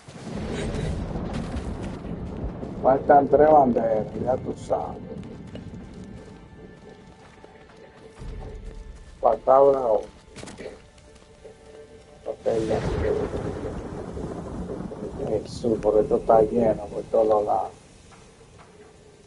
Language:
Spanish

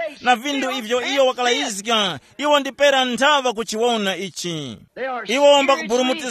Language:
Tumbuka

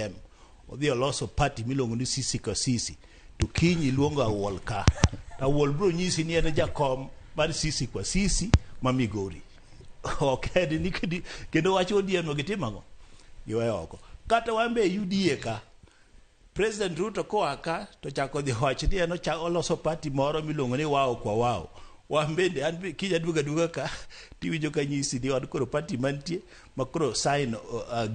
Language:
Luo (Kenya and Tanzania)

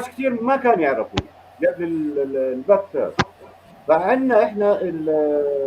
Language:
North Levantine Arabic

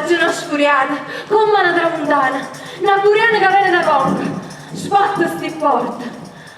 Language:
Neapolitan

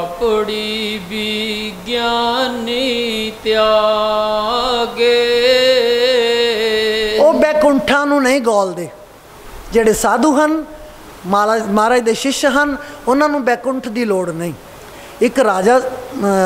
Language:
Punjabi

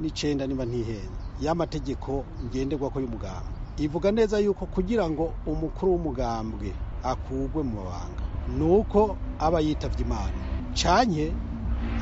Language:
Rundi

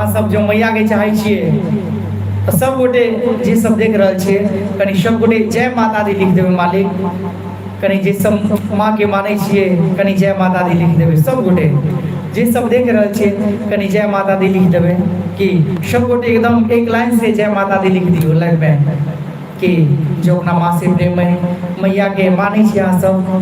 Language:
Maithili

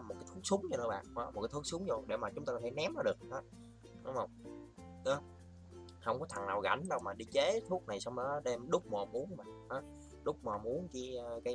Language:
Vietnamese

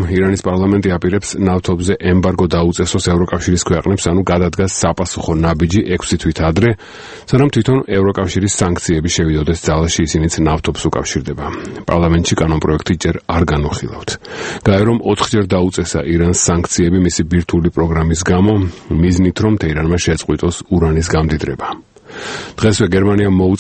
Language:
Georgian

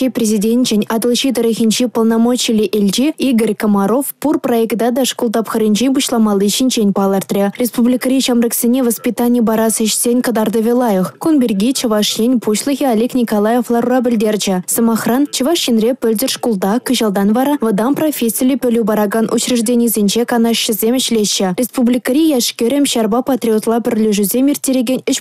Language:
Chuvash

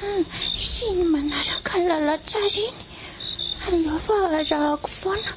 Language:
Malagasy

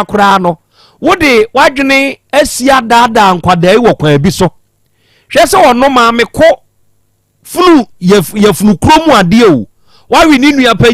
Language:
Akan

